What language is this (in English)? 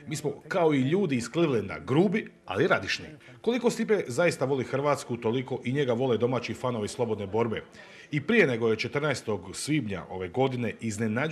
Croatian